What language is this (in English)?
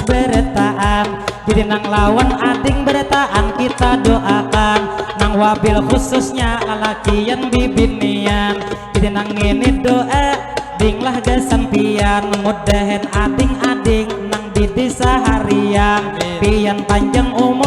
Banjar